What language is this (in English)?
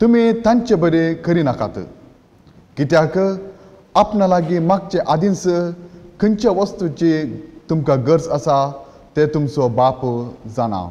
Konkani